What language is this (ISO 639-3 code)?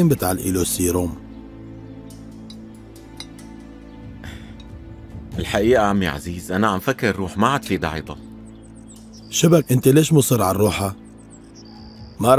apc